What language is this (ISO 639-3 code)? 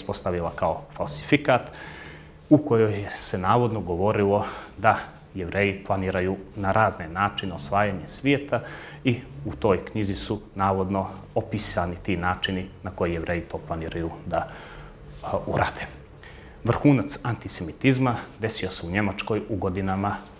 bos